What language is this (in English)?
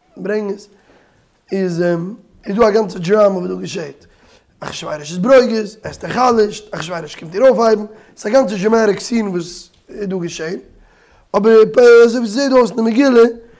Yiddish